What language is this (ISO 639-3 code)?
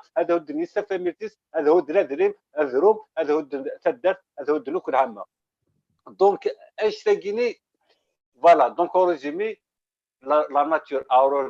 kab